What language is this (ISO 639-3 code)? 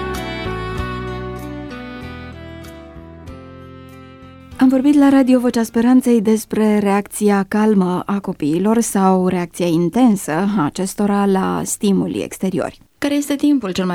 ron